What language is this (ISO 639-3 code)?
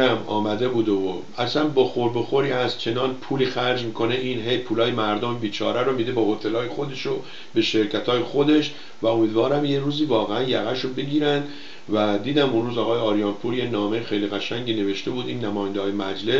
fas